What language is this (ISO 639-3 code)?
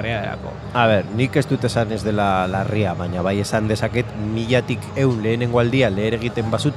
eus